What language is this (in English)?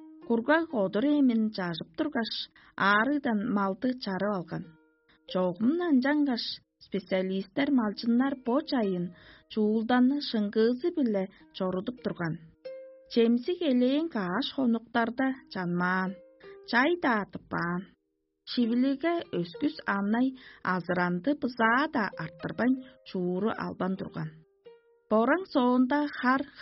Tuvinian